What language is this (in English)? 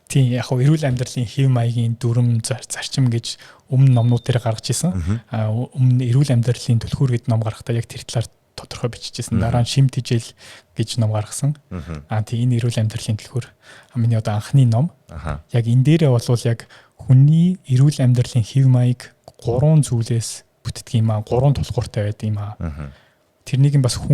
Mongolian